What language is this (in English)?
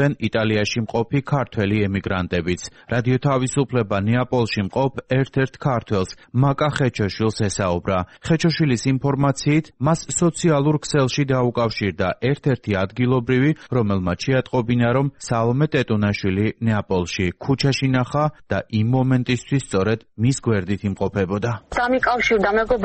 Georgian